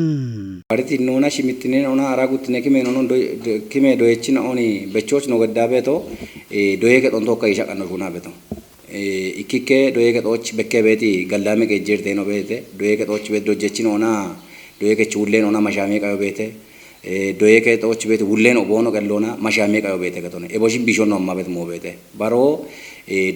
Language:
Kafa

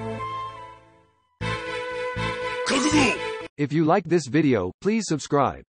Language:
Japanese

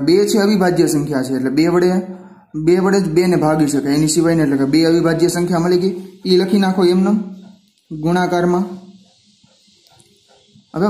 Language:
Gujarati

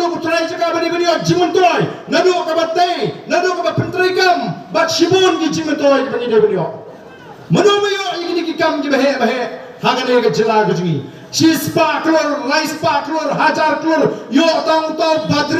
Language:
Khasi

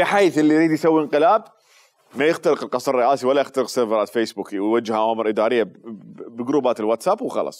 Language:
Mesopotamian Arabic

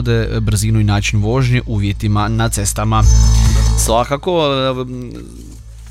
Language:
Croatian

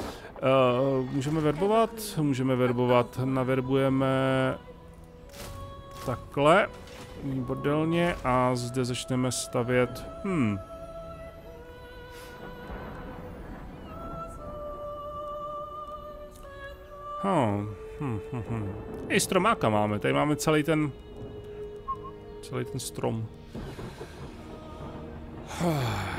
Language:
Czech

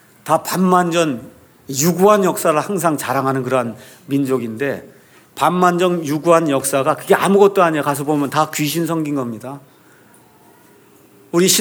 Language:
Korean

